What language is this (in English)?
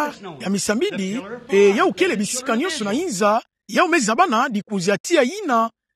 Kituba (Democratic Republic of Congo)